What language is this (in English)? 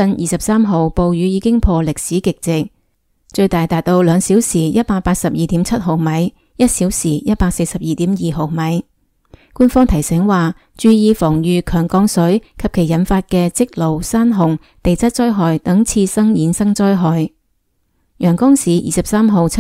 Cantonese